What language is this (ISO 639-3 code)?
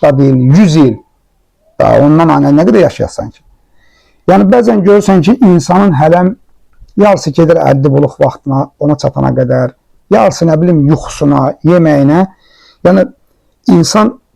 aze